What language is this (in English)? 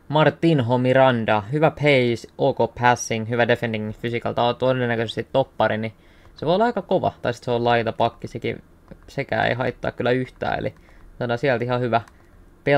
Finnish